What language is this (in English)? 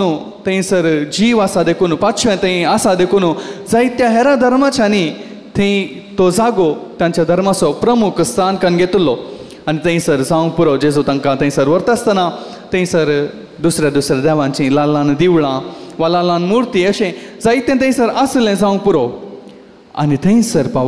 Konkani